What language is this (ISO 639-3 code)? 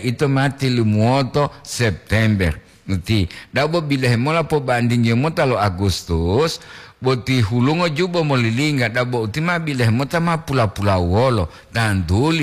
gor